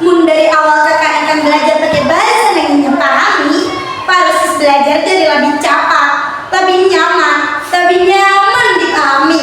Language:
Banjar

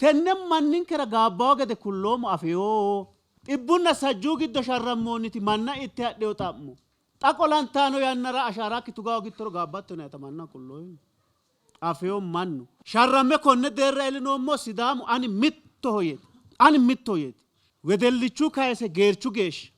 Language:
Sidamo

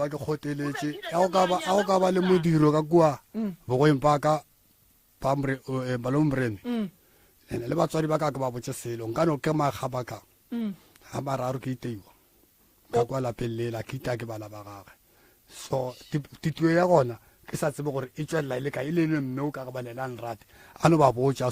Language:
Northern Sotho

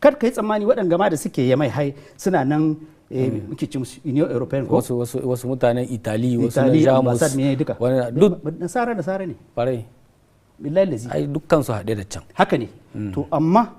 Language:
Hausa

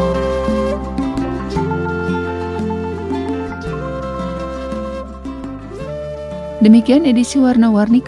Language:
Indonesian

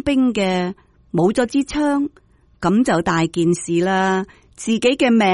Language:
Cantonese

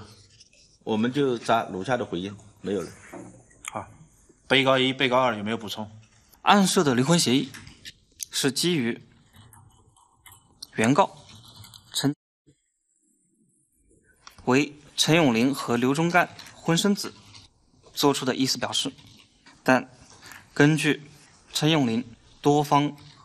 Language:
Chinese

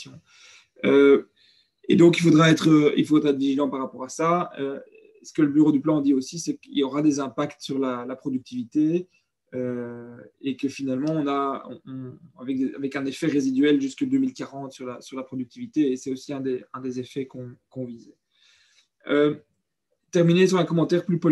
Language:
French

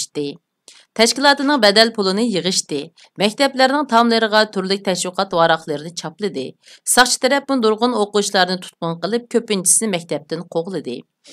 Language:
Uyghur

